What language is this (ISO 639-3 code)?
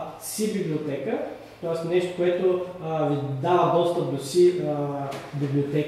bul